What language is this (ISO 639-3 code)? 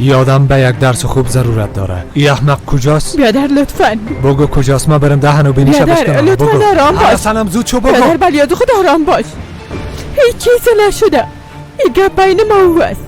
fas